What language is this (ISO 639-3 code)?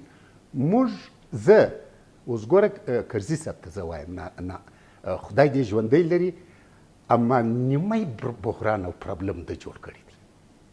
pus